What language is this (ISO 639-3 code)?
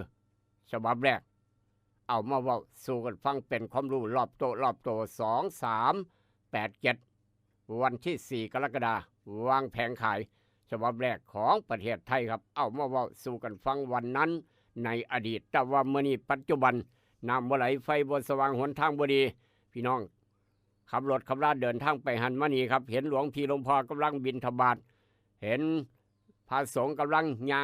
tts